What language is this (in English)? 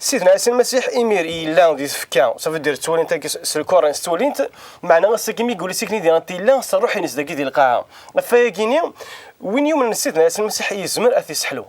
Kabyle